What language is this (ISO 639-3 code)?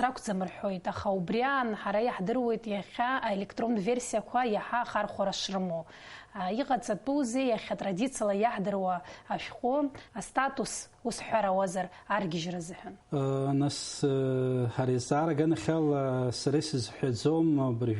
abk